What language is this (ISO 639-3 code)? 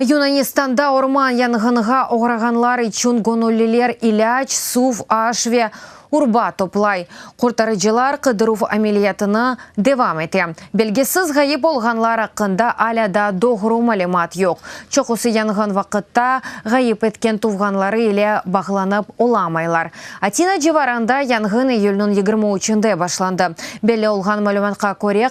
crh